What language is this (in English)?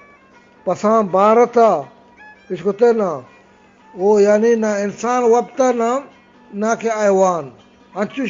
Eastern Balochi